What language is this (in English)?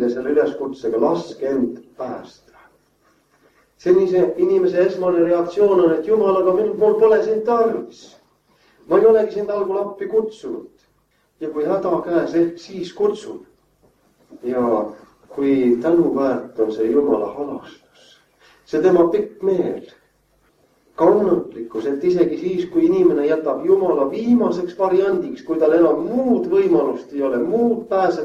Estonian